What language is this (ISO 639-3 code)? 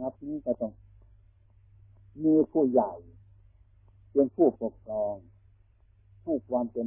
tha